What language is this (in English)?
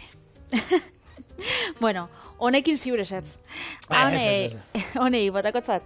Basque